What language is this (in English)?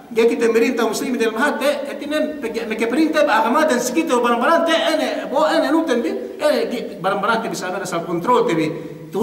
Yakan